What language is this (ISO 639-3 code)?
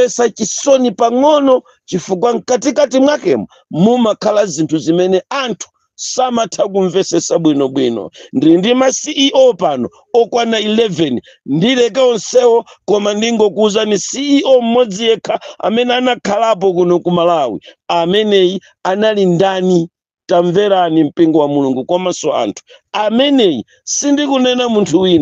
nya